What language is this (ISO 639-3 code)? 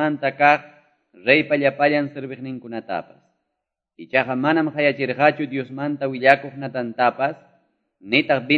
que